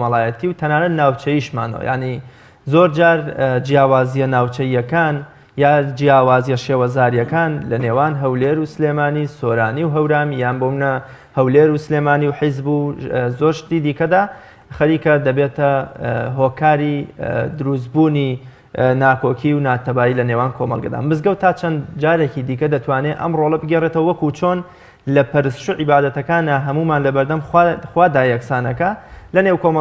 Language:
Central Kurdish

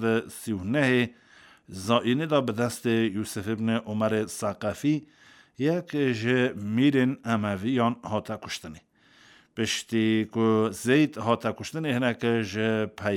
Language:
Kurdish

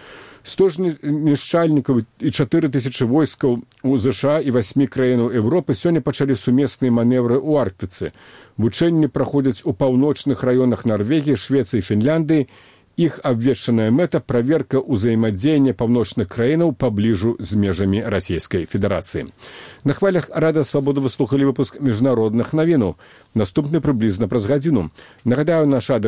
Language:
Belarusian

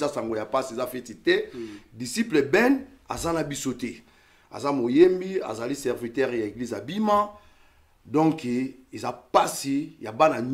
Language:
Lingala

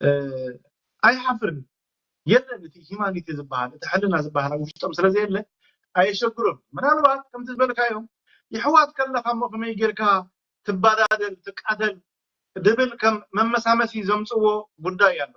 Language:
Tigrinya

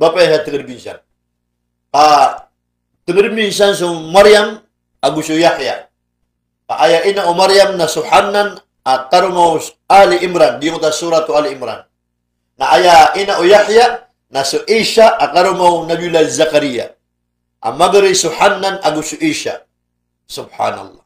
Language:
Maranao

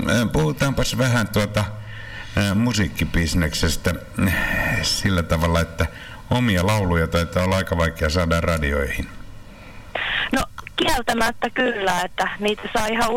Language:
Finnish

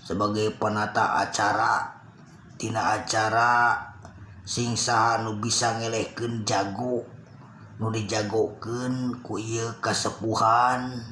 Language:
Sundanese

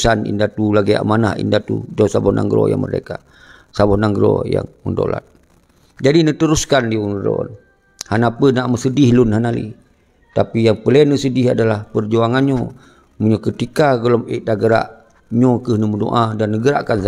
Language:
Achinese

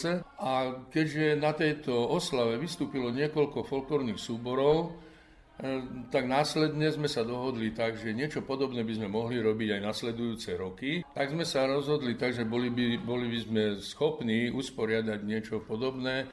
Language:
Slovak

